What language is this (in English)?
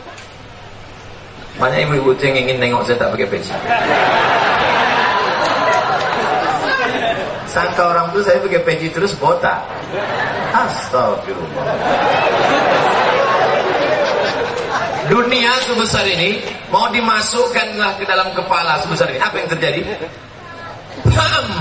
Indonesian